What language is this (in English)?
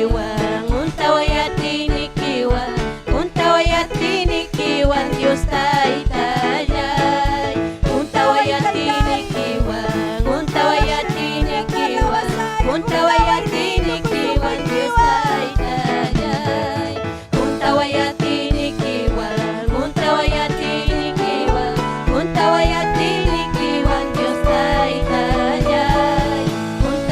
Ayacucho Quechua